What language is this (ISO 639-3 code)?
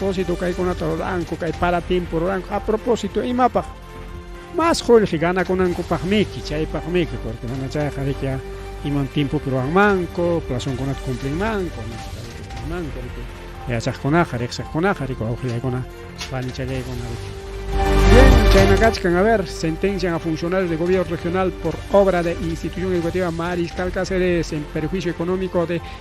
quy